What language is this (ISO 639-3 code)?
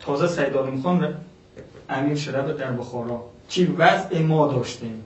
fas